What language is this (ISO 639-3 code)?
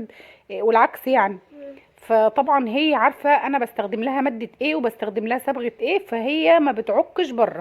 arz